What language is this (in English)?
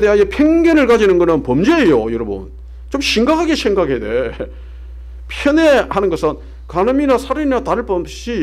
Korean